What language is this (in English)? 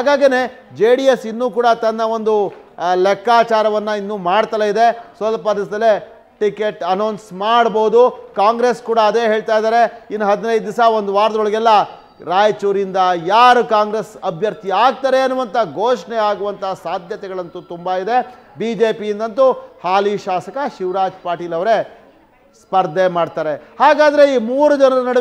Kannada